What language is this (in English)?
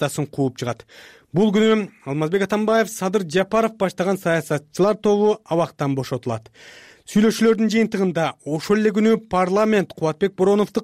Kyrgyz